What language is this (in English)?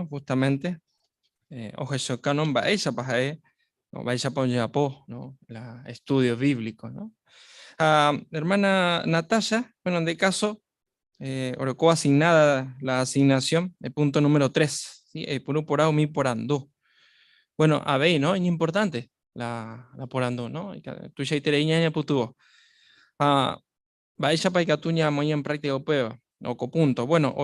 Guarani